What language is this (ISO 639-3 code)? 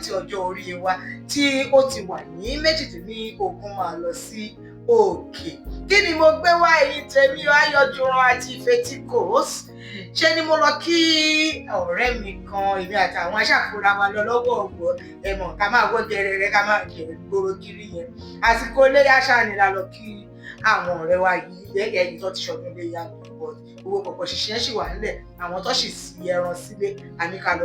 yor